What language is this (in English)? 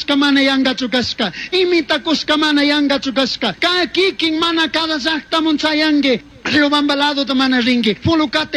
Chimborazo Highland Quichua